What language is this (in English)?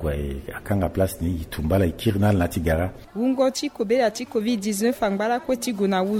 Sango